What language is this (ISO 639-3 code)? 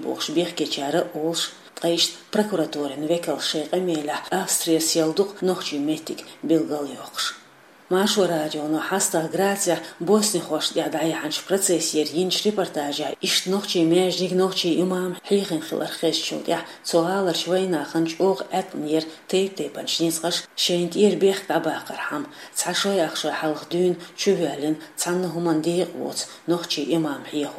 che